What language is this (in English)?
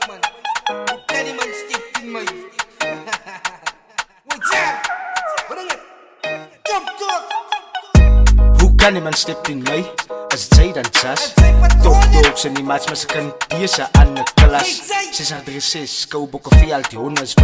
Afrikaans